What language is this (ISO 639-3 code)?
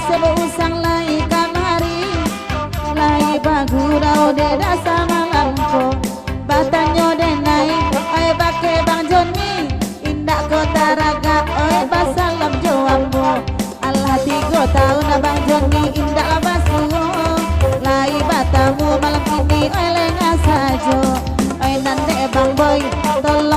min